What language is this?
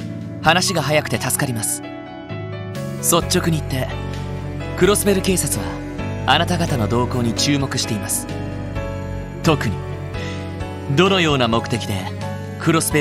Japanese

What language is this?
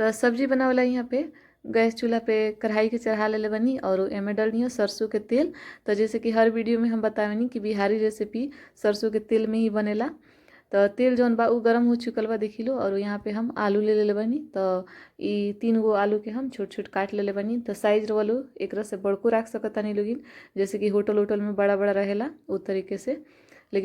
Bhojpuri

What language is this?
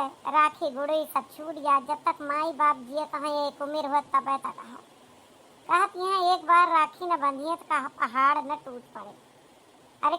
Awadhi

